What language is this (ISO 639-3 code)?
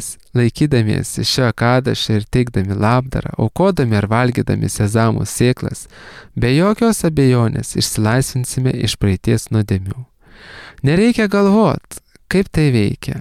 lit